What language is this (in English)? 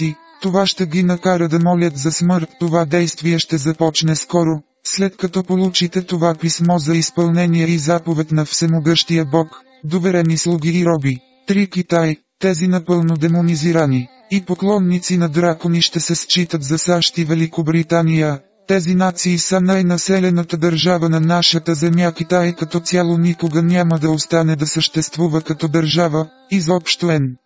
Bulgarian